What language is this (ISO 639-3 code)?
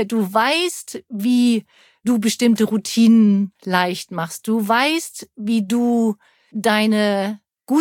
deu